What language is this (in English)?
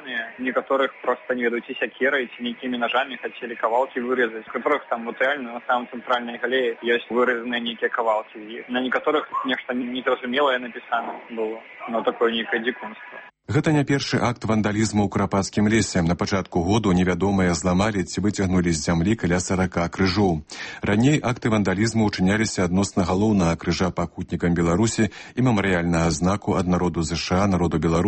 Belarusian